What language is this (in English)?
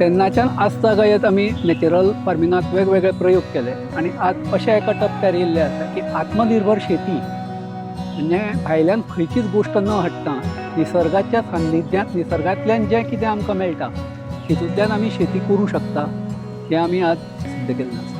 Konkani